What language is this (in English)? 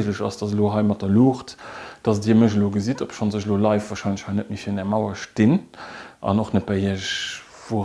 Luxembourgish